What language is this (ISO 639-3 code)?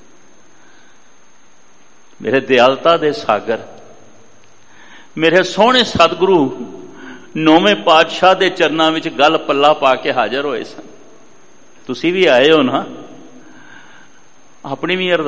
pan